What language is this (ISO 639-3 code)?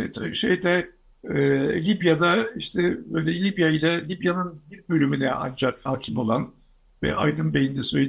tur